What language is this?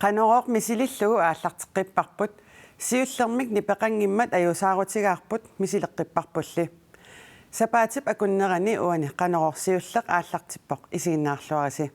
Kalaallisut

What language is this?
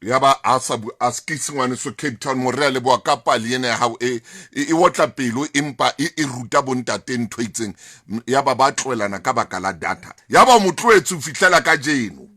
Southern Sotho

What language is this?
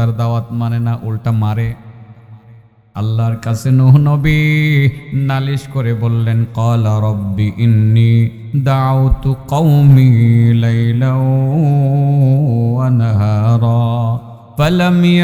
Bangla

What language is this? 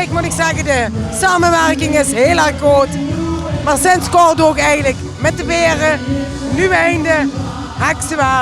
Limburgish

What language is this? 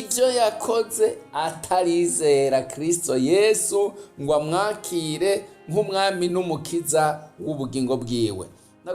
Rundi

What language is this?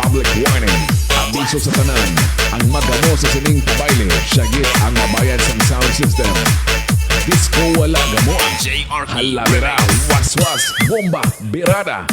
Hiligaynon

